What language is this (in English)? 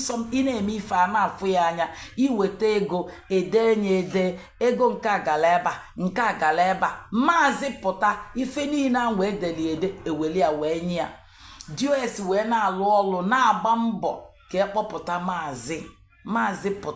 Igbo